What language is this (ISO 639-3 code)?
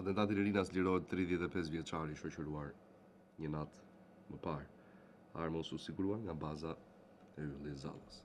sqi